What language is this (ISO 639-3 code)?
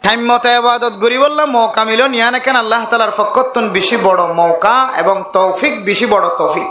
rhg